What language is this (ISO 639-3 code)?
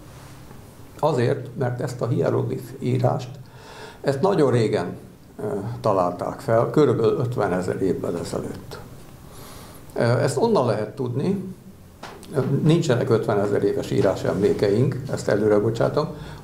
hun